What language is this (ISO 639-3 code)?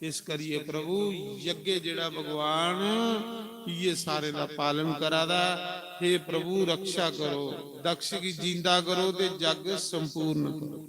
doi